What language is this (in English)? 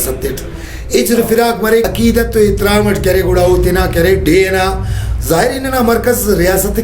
Brahui